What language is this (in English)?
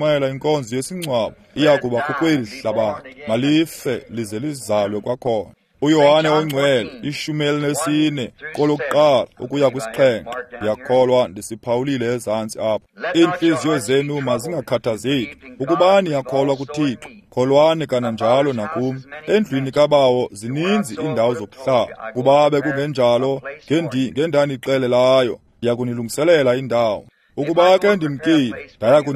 Xhosa